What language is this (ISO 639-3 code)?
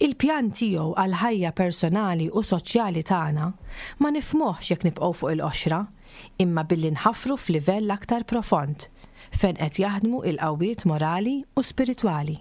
mlt